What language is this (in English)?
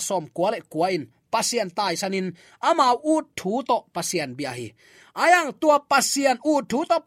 Tedim Chin